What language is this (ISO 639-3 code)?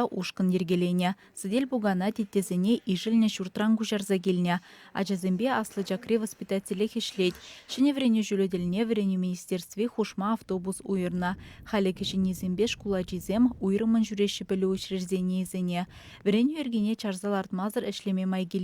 chv